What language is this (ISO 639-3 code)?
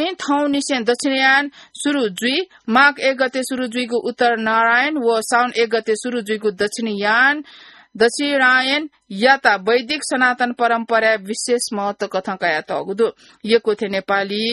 new